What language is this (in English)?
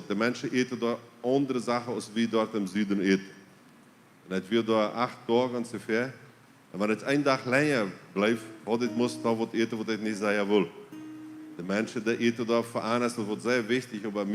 Plautdietsch